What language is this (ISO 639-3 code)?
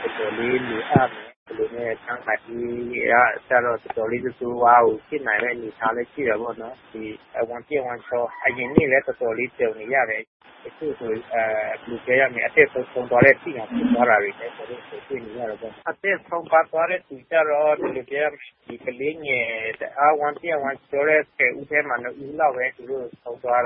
mya